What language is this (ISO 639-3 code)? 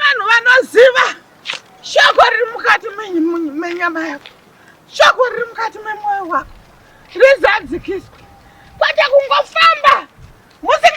sna